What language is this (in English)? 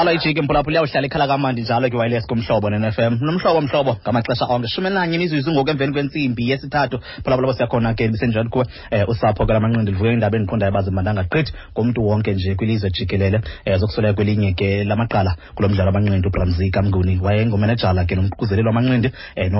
Xhosa